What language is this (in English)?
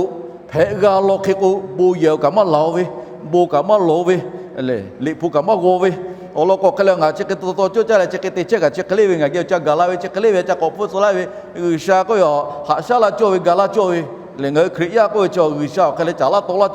Lahu